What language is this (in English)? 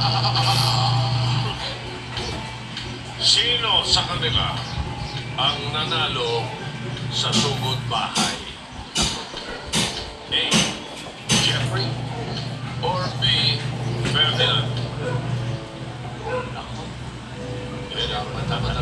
Filipino